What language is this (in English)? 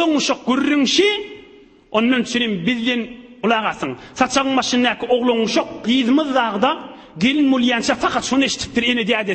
Turkmen